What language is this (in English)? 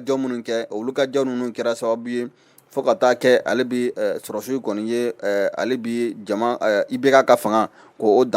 Bambara